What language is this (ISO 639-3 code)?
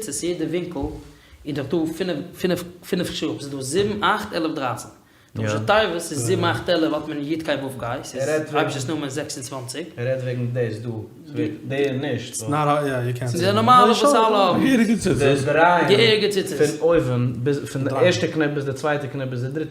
yid